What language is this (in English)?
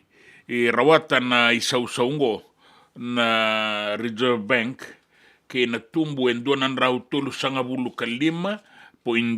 Fijian